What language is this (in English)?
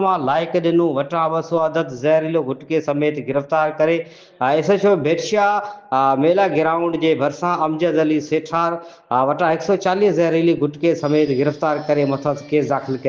Sindhi